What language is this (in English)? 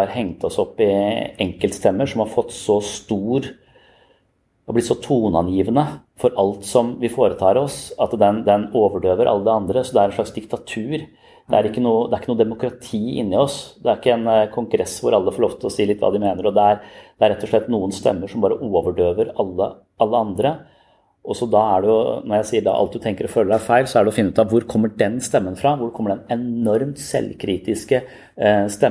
Norwegian